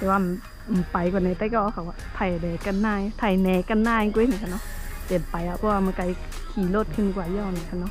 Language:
Shan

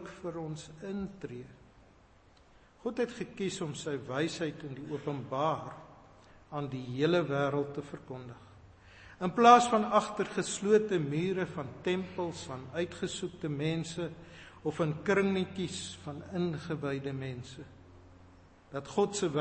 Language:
Afrikaans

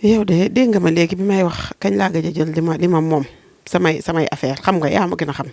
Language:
Wolof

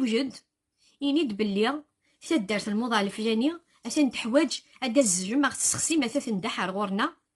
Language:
Kabyle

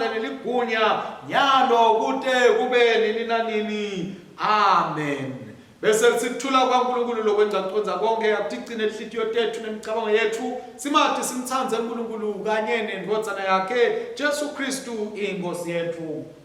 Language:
Swati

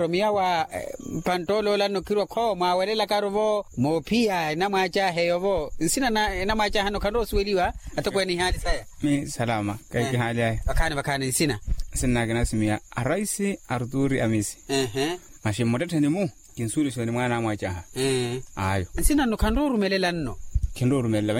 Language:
Makhuwa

